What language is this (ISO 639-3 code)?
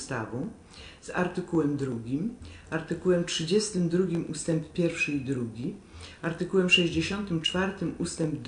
pol